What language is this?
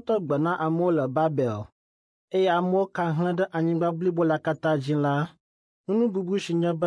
Ewe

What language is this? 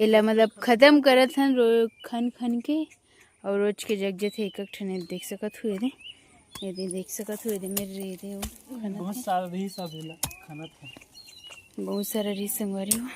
Chhattisgarhi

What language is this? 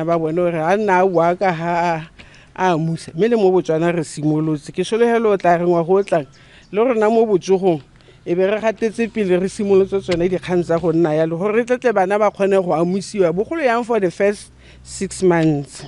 Tswana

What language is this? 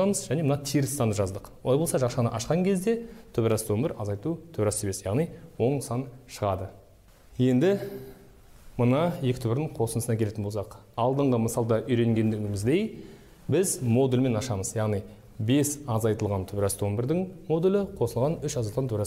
Kazakh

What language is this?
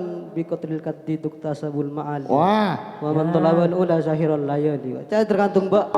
Madurese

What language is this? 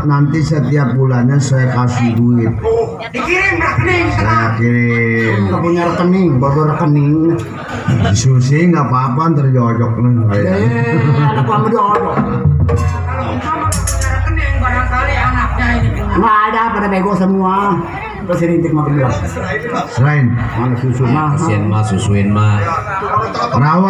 Betawi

